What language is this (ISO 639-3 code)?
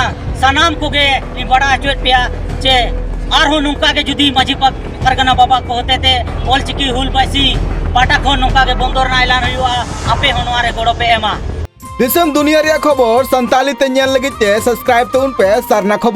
sat